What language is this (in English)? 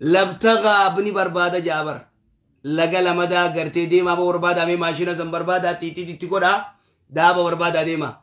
Oromo